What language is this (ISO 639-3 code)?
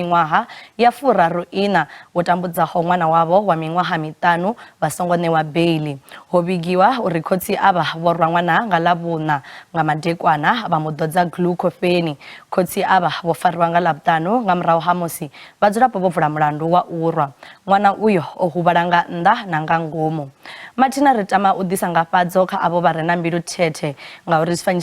ven